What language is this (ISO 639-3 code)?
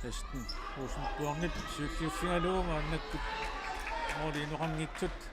kal